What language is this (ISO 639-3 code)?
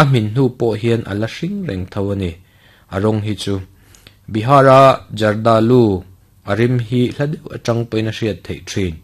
lus